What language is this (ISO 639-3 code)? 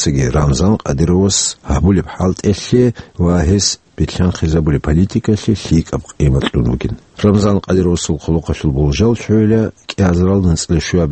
ava